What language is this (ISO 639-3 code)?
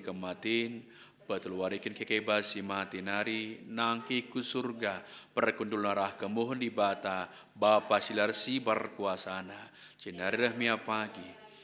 btx